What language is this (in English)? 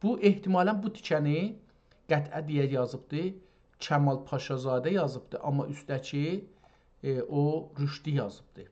South Azerbaijani